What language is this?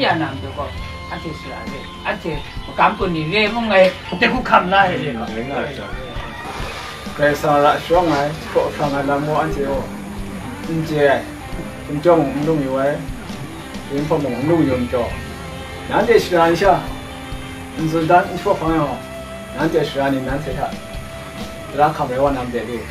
Thai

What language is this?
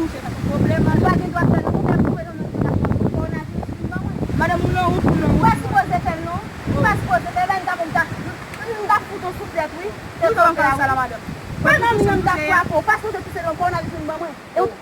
Haitian Creole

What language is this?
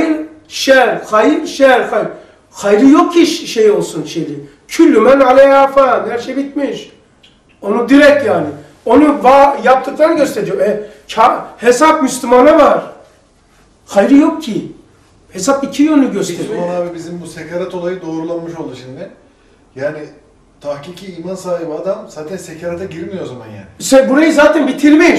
Turkish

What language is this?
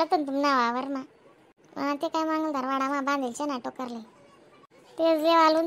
Khandesi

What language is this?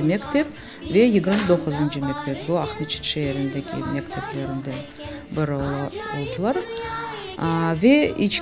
Crimean Tatar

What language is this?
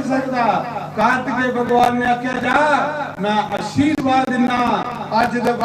Dogri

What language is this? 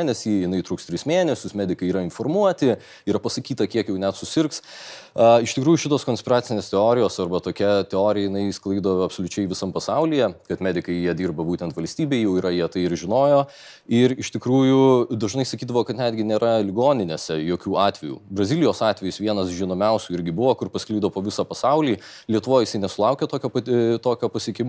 Lithuanian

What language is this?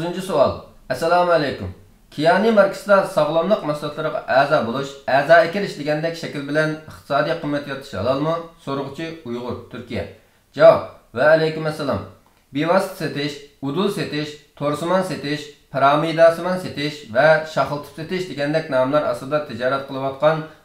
Uyghur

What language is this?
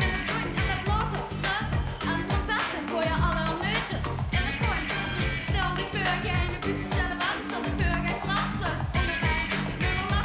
Limburgish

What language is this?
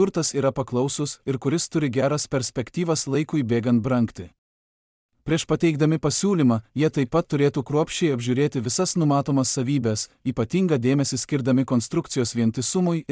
Lithuanian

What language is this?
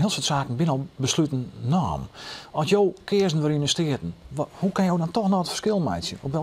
Western Frisian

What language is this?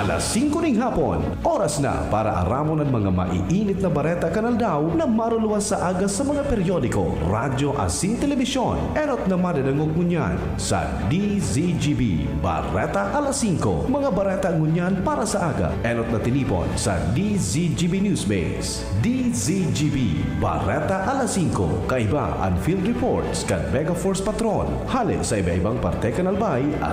Bikol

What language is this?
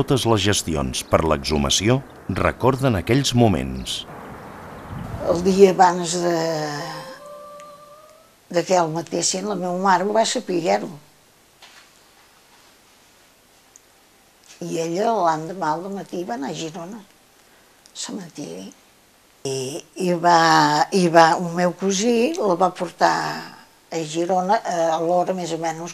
Catalan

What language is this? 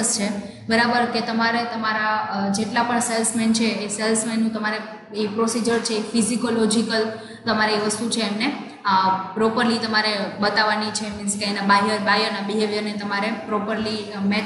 Gujarati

